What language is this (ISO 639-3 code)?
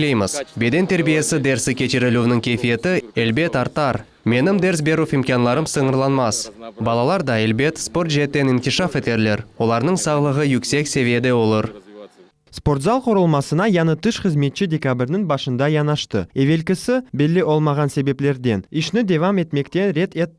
crh